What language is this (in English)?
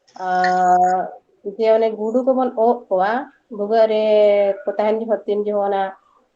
Santali